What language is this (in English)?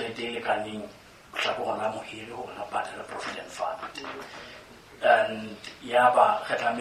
Southern Sotho